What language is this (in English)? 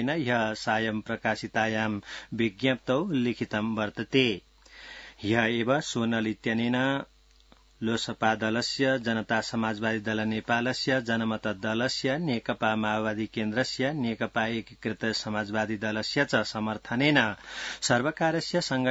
Sanskrit